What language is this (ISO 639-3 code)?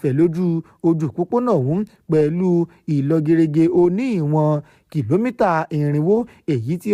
yor